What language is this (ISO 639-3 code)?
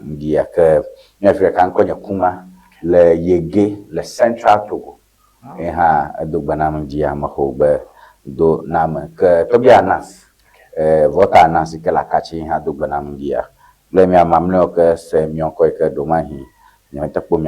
ewe